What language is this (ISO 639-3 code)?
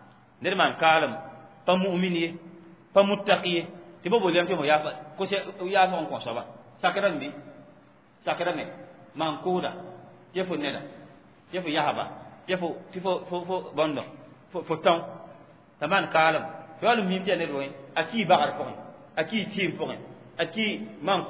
mos